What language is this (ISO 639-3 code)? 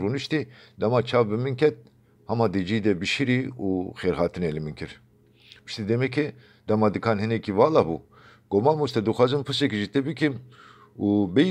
kur